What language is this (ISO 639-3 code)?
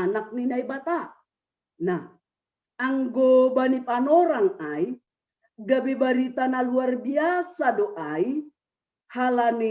bts